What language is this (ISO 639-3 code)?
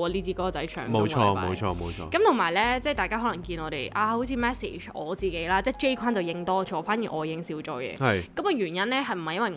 yue